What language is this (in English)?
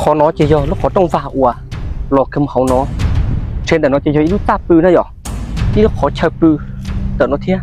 Hmong